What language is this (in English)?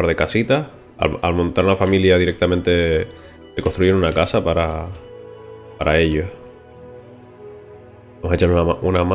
Spanish